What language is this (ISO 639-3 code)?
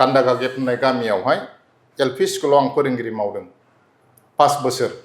brx